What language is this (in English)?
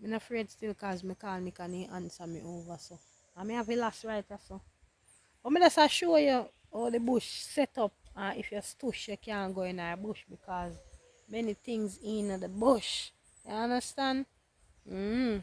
Jamaican Creole English